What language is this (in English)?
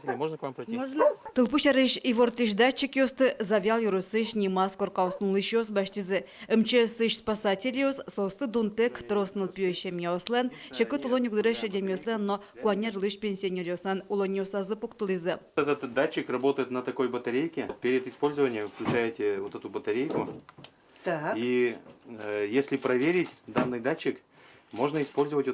Udmurt